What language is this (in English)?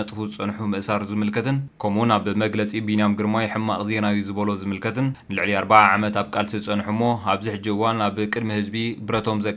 Tigrinya